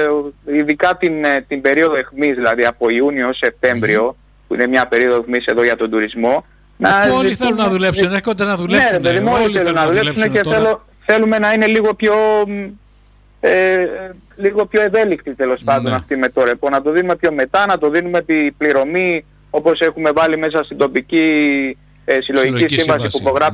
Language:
Greek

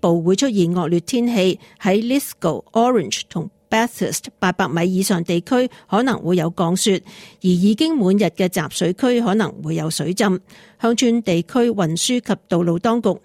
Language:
Cantonese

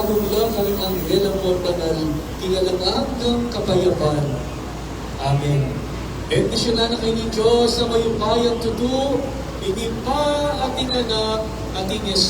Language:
Pampanga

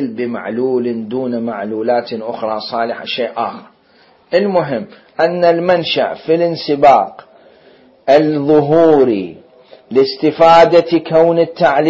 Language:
Mesopotamian Arabic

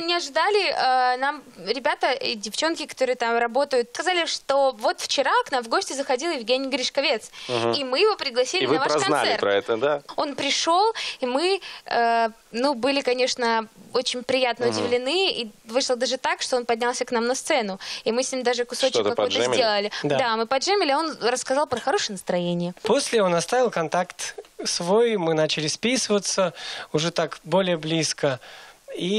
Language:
Russian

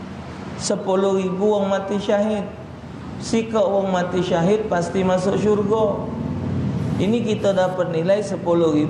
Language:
Musi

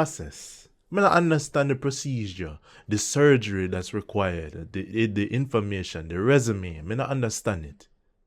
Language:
Jamaican Creole English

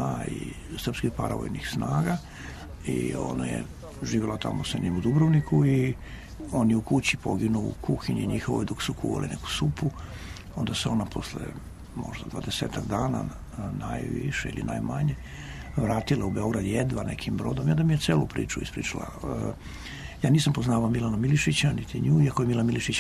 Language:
Serbian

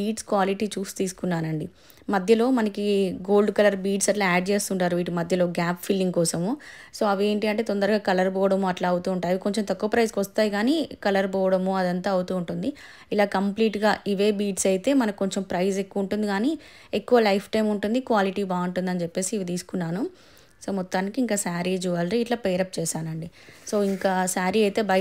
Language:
Telugu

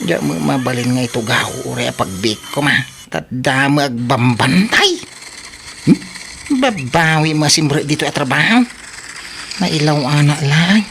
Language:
Iloko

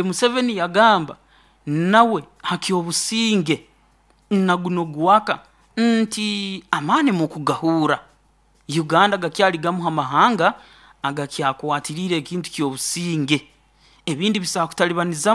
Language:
Nyoro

